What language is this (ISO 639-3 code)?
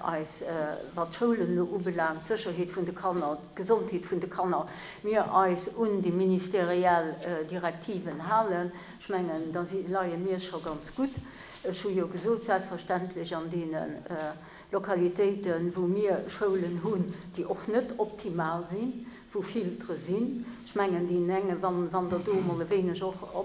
ltz